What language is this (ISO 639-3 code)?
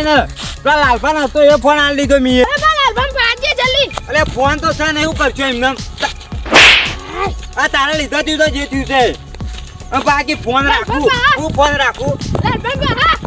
guj